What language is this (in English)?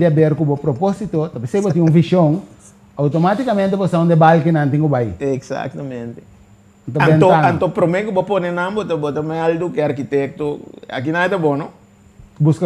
Papiamento